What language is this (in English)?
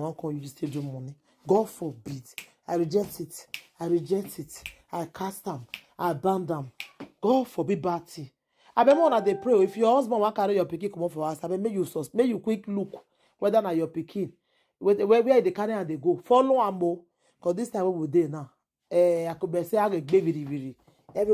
Nigerian Pidgin